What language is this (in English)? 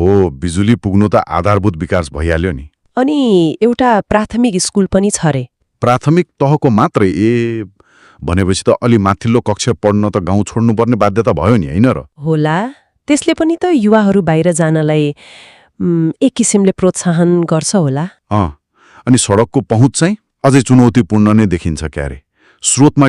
Nepali